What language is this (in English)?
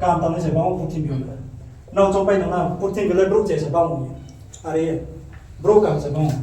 Riang (India)